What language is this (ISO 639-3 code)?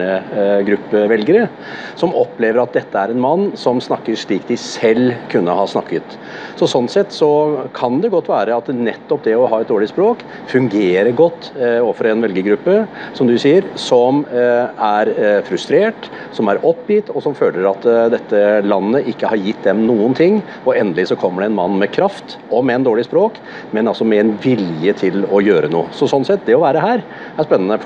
nor